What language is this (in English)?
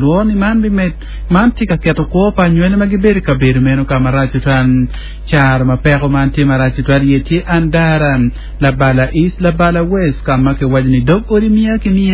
Acoli